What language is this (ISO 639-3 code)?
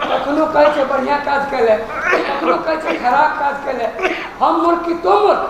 mai